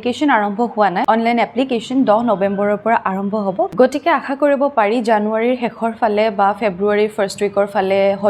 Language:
Assamese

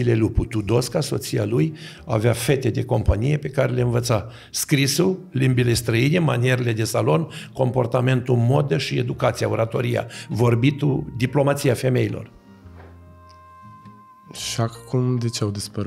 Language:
Romanian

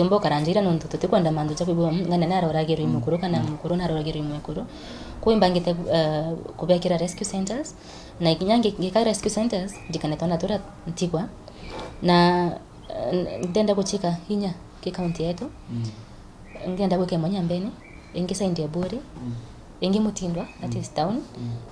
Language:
Meru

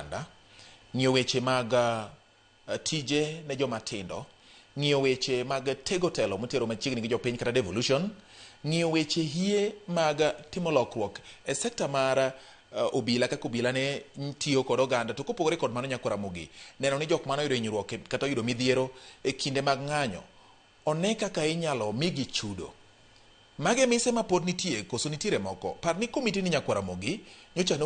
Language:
Luo (Kenya and Tanzania)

